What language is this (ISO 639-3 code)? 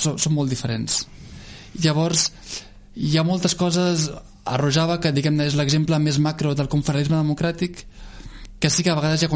cat